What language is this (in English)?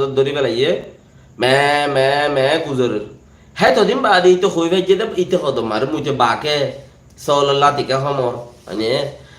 Rohingya